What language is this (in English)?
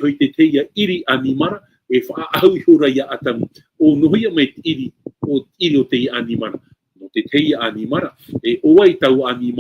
Tahitian